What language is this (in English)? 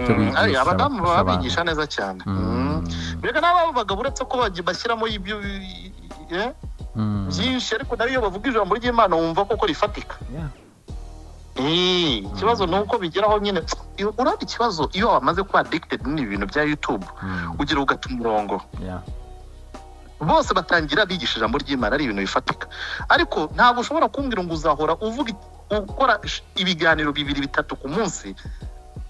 Kinyarwanda